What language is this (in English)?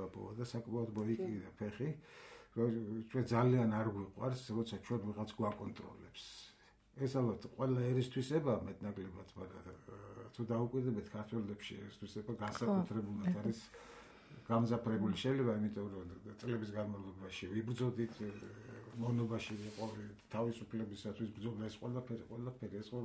Georgian